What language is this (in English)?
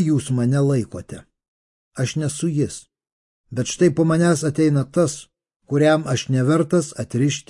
Lithuanian